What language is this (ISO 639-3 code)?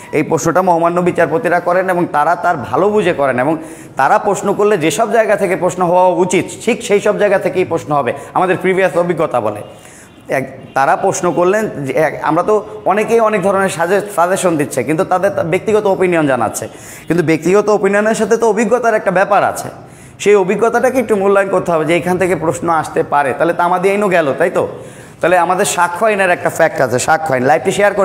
ben